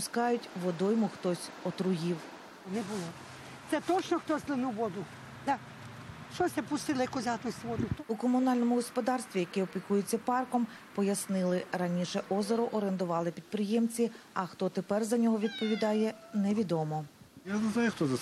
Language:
Ukrainian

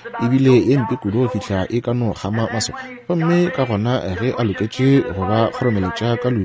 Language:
Northern Sotho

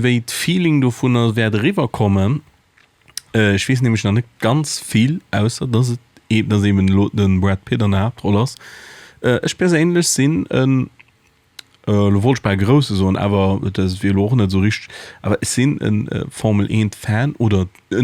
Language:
Luxembourgish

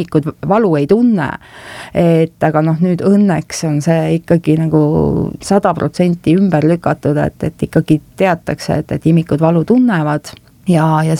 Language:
Estonian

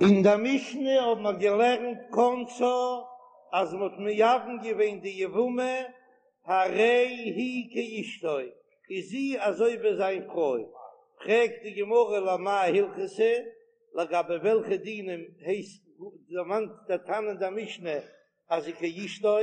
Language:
Yiddish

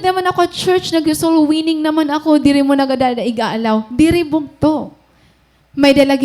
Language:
Waray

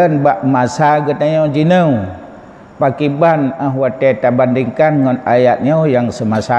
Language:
Achinese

